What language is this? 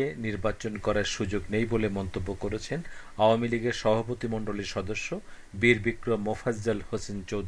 Bangla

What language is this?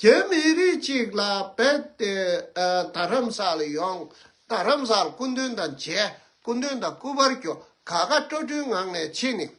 Tibetan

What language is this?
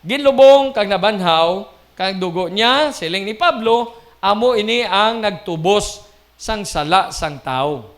Hiligaynon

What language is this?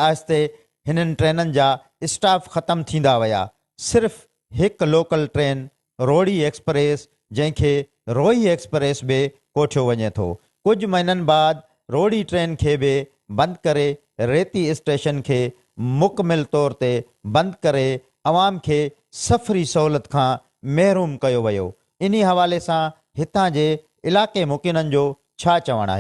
Sindhi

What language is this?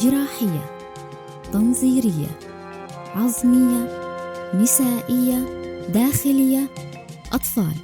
North Levantine Arabic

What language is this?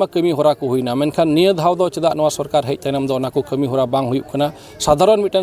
Santali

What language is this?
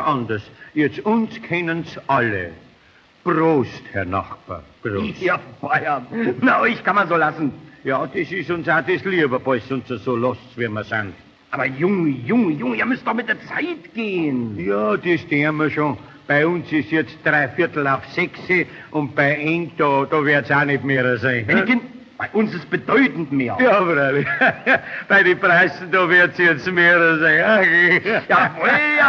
Bavarian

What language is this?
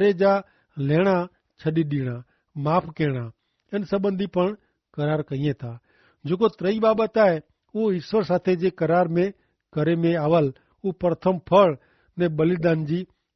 Kachhi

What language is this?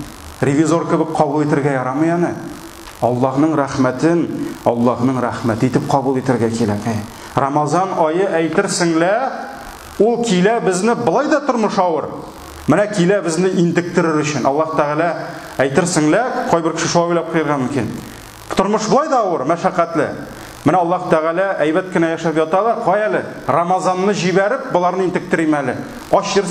Tatar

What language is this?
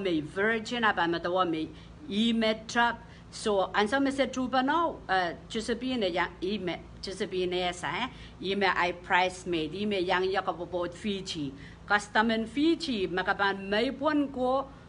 Pohnpeian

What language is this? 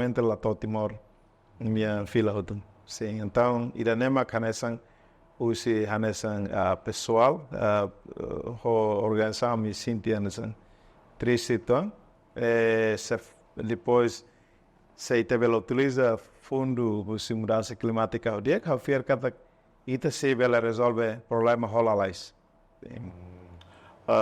Tetum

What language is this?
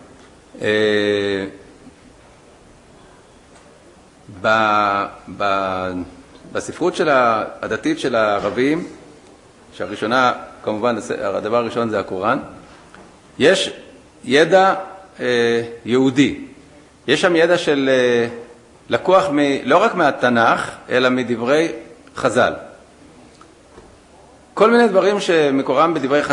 Hebrew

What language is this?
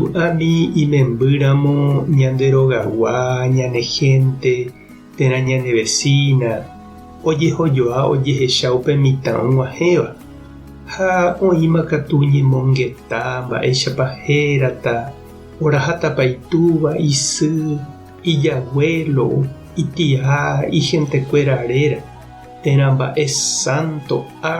Guarani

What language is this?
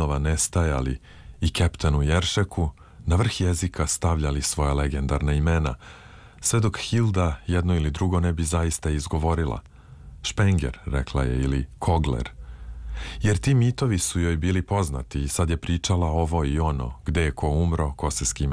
Serbian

